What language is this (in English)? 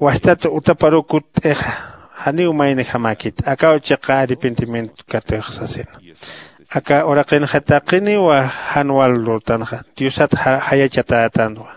Aymara